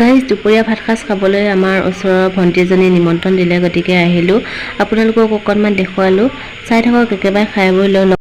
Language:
Assamese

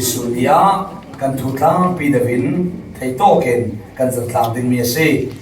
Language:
Falam Chin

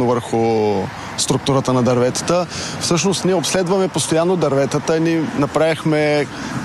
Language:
Bulgarian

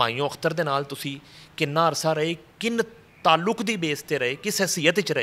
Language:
Western Panjabi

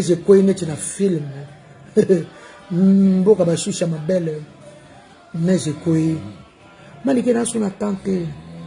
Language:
Lingala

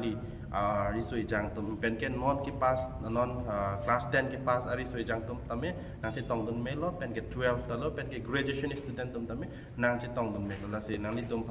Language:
Karbi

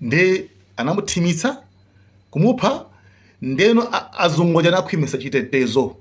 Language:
Nyanja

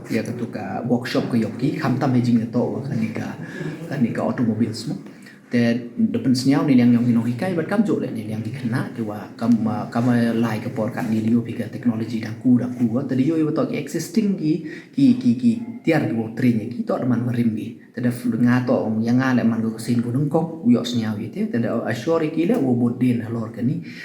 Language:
Pnar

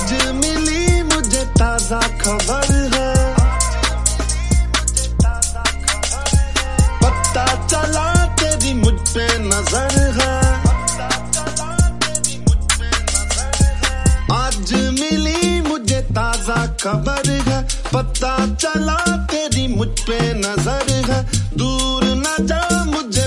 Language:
Hindi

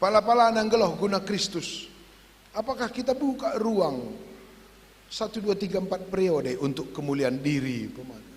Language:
Batak Karo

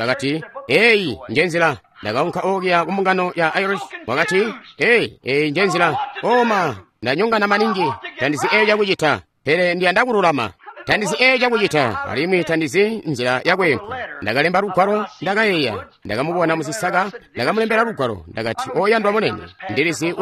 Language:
Tonga (Zambia)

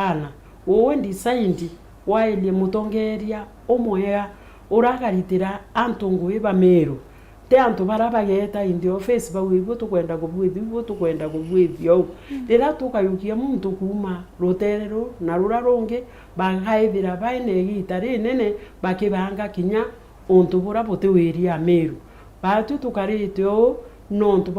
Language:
Meru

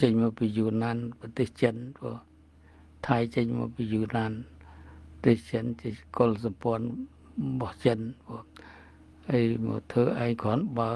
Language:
Khmer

